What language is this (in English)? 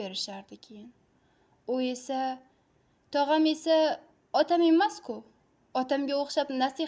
Uzbek